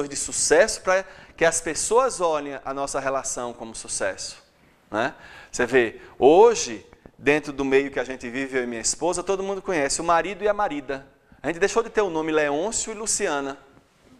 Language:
Portuguese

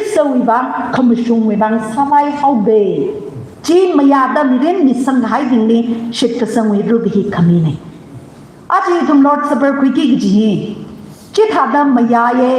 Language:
Tangkhul Naga (India)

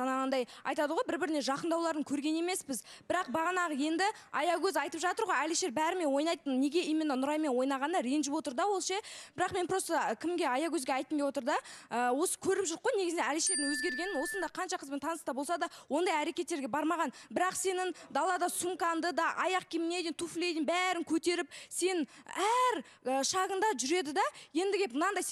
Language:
Kazakh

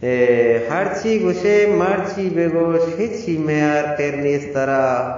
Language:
Eastern Balochi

